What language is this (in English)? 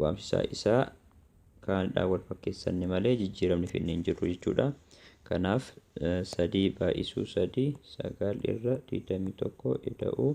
Oromo